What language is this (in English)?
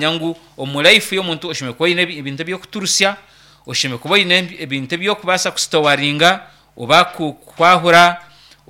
Nyankole